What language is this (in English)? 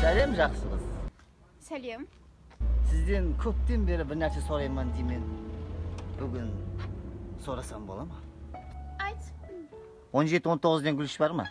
Kara-Kalpak